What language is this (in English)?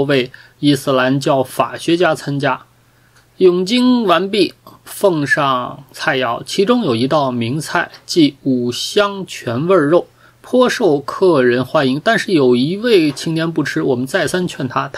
Chinese